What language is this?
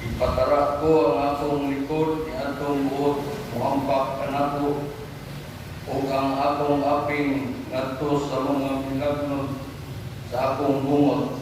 Cebuano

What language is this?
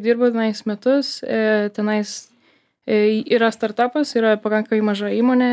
Lithuanian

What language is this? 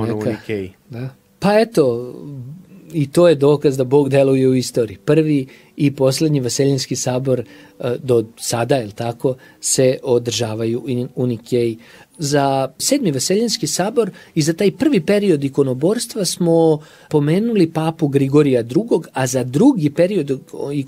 Serbian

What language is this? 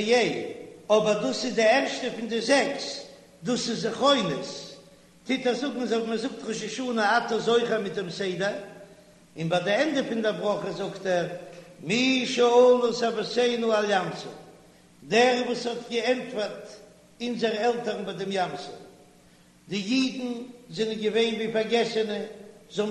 Yiddish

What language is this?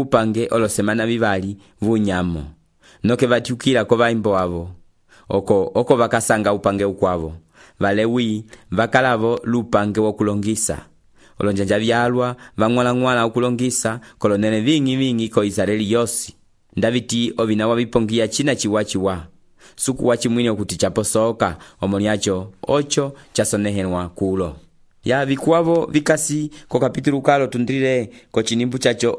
Umbundu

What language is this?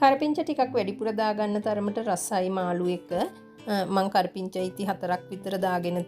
Sinhala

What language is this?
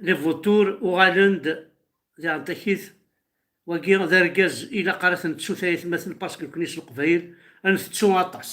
Kabyle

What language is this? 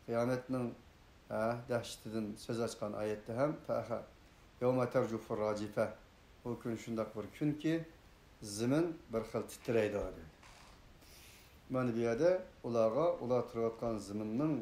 Uyghur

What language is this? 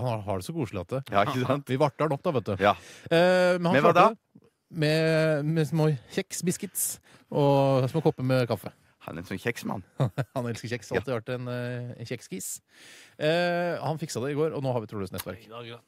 Norwegian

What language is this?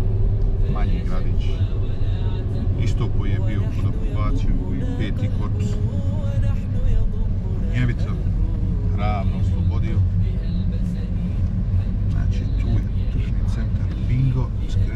Bosnian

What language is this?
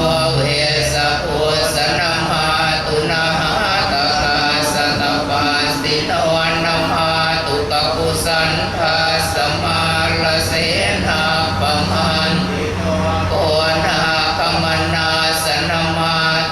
Pali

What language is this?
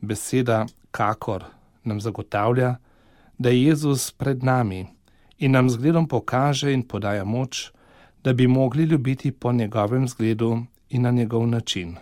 Slovenian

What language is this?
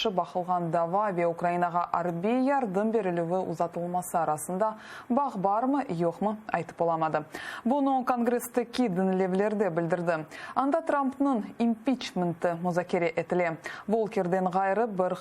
Crimean Tatar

